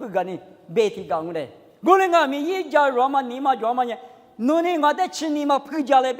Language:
Lisu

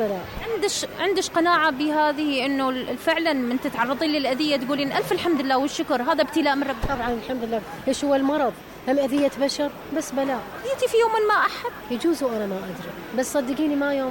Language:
Mesopotamian Arabic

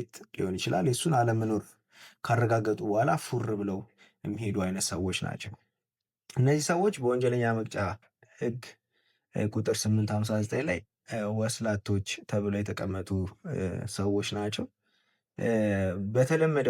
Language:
Amharic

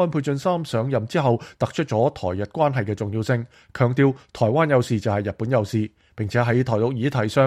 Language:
Cantonese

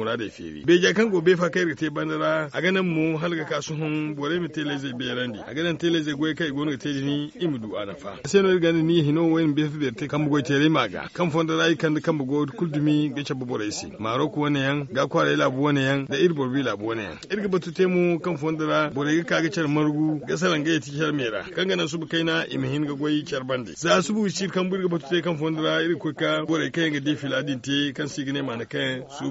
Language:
Zarma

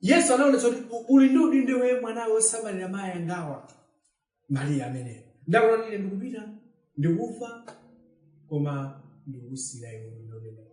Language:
Nyanja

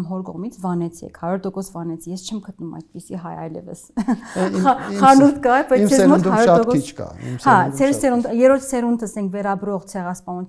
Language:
Armenian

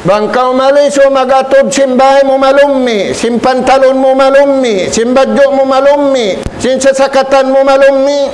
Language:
Tausug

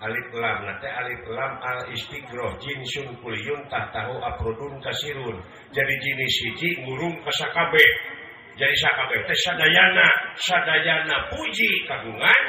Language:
Sundanese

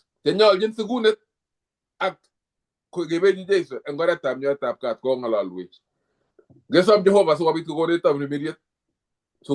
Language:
Kalenjin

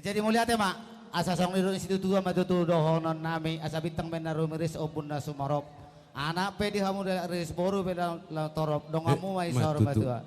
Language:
Batak Toba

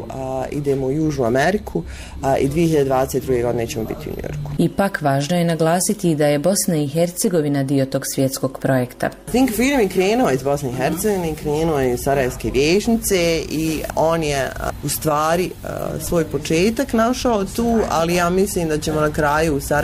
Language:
Bosnian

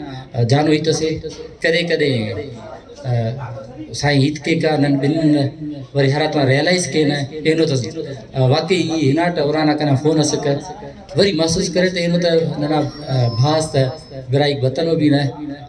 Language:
Brahui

